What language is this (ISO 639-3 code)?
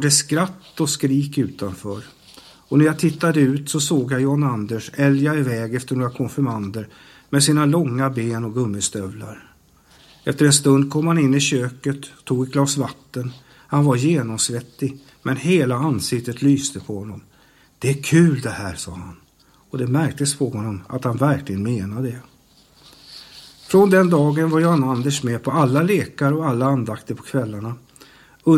swe